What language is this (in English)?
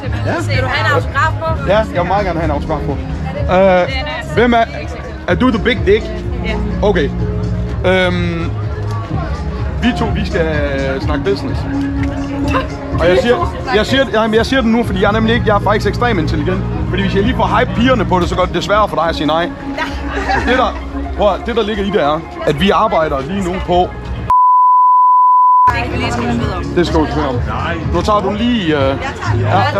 Danish